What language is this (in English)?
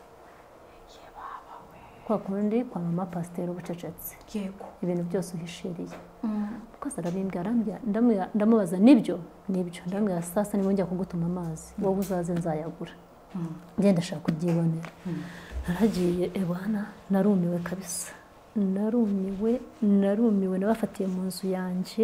Kinyarwanda